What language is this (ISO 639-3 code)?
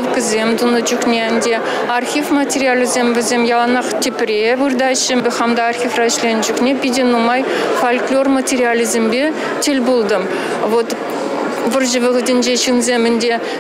chv